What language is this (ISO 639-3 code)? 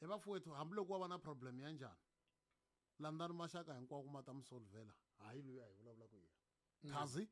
tso